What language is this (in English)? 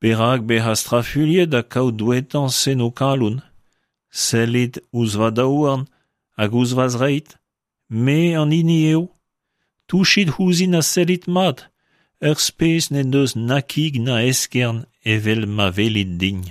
Breton